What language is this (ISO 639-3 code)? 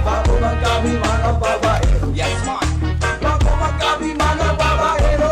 bik